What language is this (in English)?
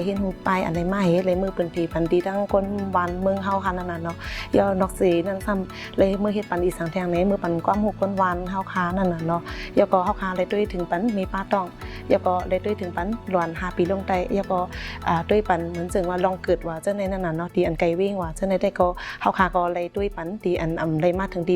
Shan